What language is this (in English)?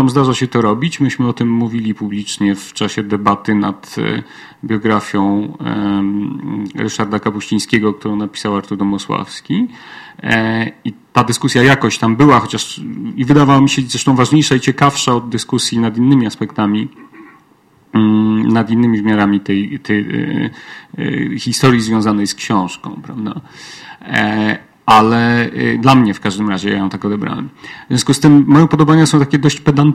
Polish